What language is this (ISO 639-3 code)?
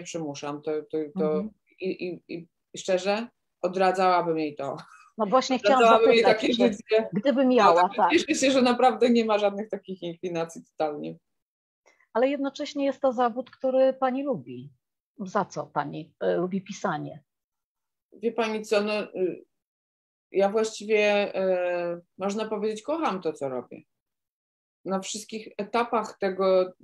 pol